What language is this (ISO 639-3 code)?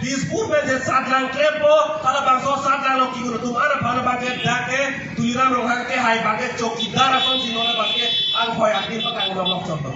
mjw